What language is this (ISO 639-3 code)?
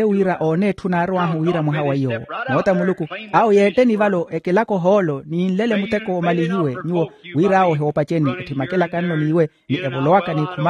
vmw